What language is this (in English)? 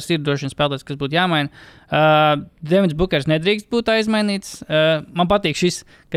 Latvian